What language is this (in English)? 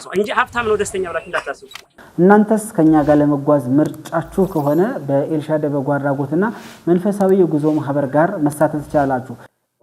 Amharic